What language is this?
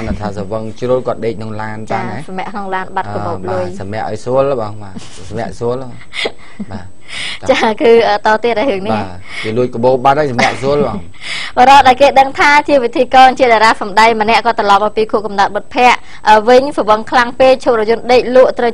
Khmer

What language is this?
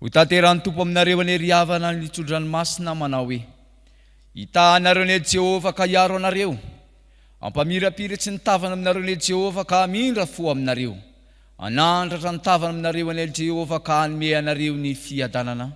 Malagasy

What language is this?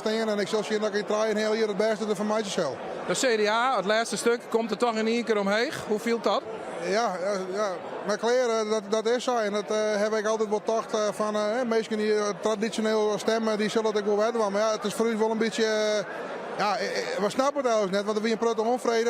Western Frisian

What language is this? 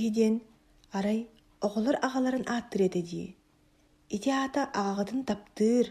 Yakut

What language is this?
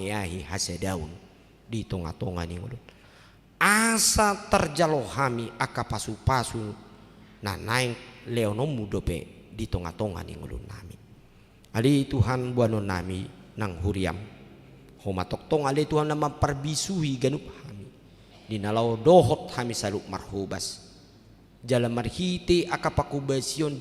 Batak Toba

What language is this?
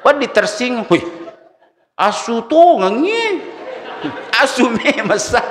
Buginese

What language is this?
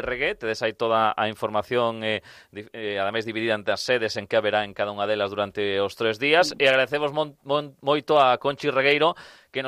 Galician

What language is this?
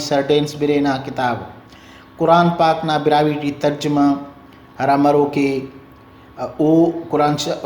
Brahui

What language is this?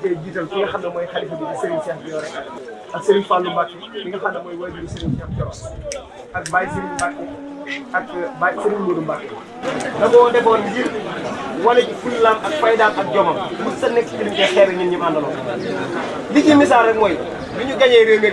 Wolof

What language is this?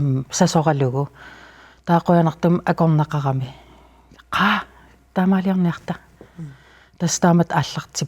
Kalaallisut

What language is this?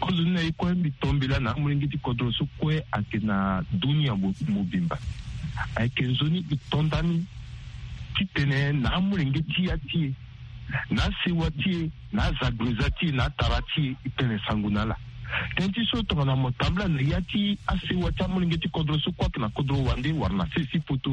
Sango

